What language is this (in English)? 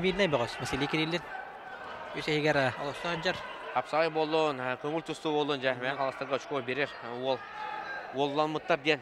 Yakut